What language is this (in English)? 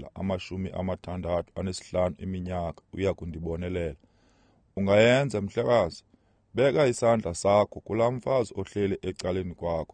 Xhosa